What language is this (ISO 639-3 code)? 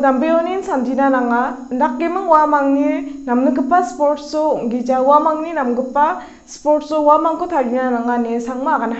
grt